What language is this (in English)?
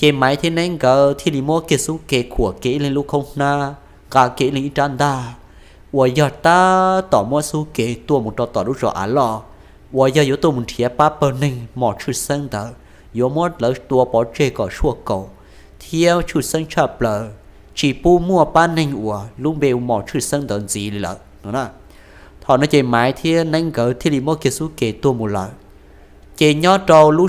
Hmong